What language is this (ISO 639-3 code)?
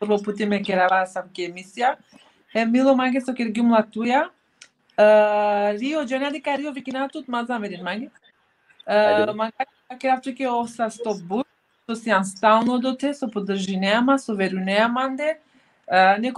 rmn